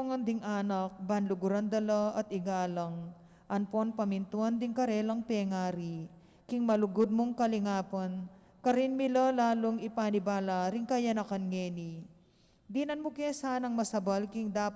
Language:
Pampanga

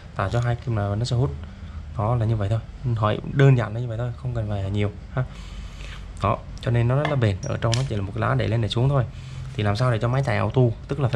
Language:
Vietnamese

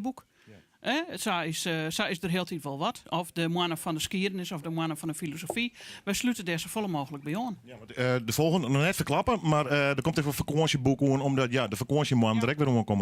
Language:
Western Frisian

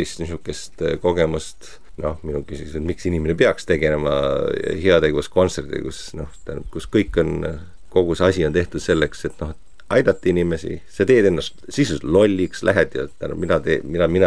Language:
Estonian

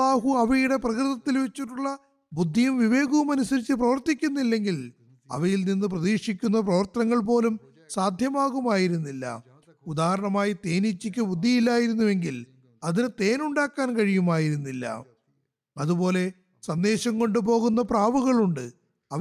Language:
Malayalam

